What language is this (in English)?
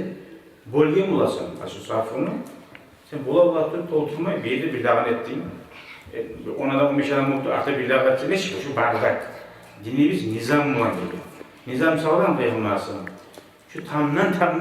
Kumyk